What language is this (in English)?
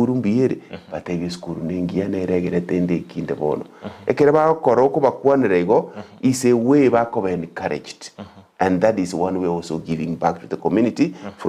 Gusii